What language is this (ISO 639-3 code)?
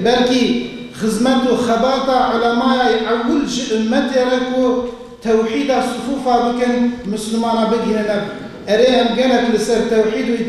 kur